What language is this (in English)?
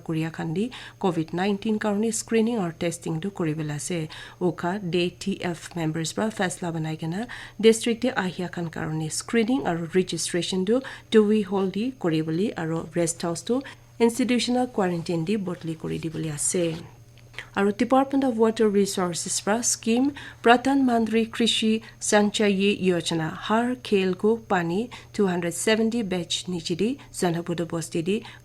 Naga Pidgin